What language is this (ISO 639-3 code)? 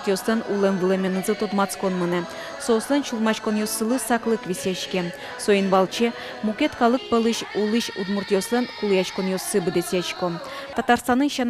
udm